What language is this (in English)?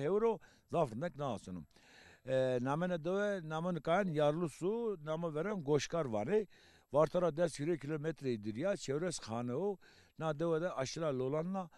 Zaza